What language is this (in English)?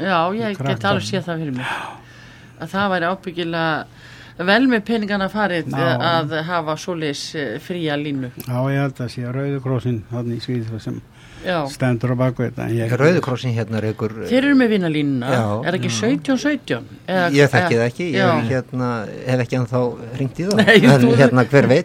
Icelandic